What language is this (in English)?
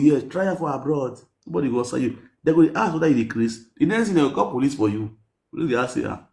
Nigerian Pidgin